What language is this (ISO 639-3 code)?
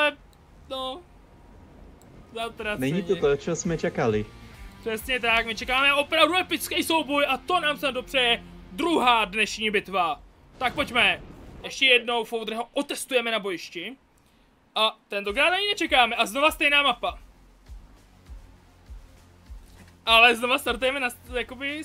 ces